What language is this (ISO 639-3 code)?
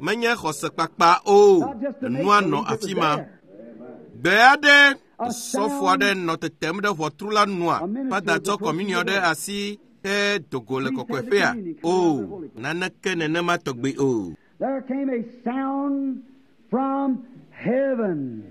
ewe